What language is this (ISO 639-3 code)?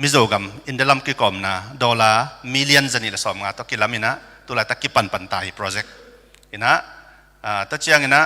ctd